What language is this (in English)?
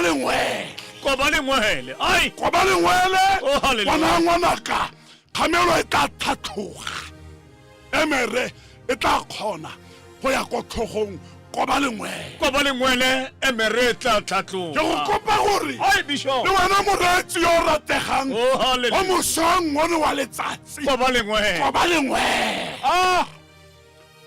Tswana